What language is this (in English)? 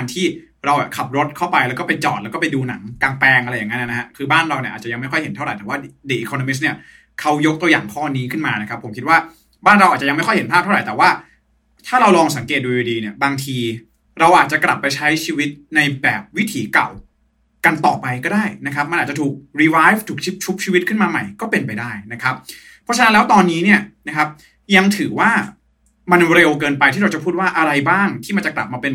Thai